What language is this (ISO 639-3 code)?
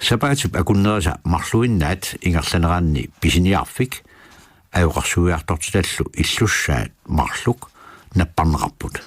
kal